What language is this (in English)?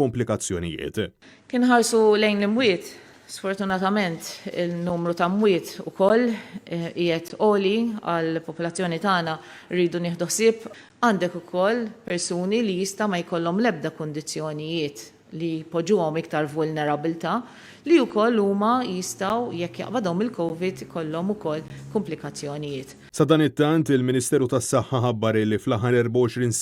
Maltese